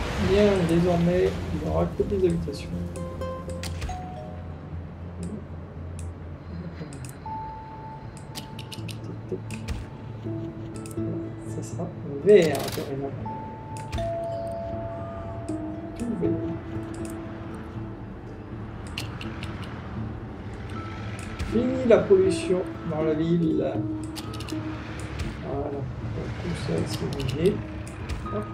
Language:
French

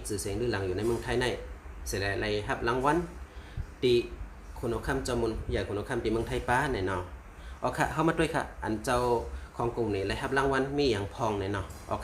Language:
Shan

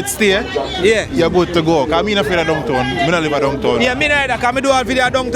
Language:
Jamaican Creole English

